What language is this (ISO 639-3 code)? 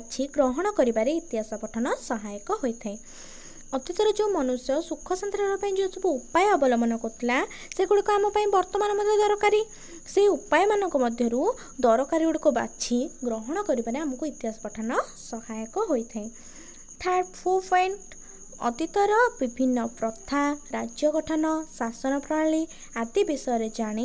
ori